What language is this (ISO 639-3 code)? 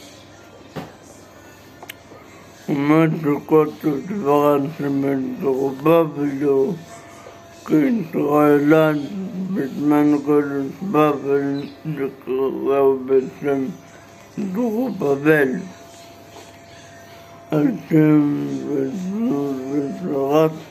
heb